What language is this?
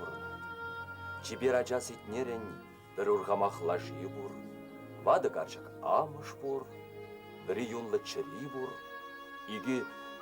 Chuvash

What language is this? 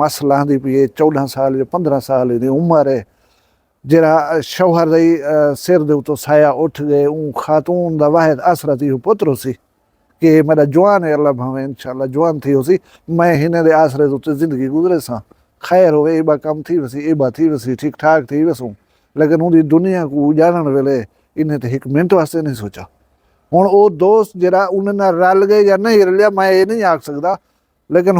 Saraiki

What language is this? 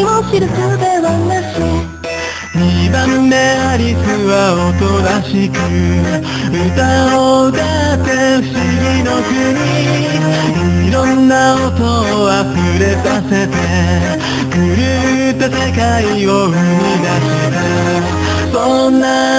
Japanese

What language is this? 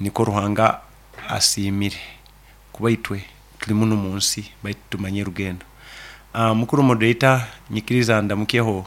Nyankole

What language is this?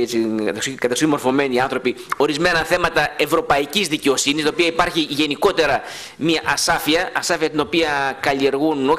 Greek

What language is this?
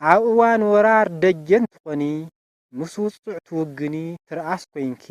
Tigrinya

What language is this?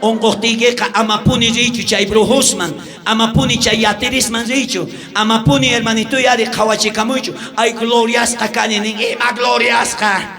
South Bolivian Quechua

